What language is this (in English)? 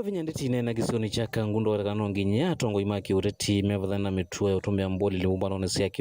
Kamba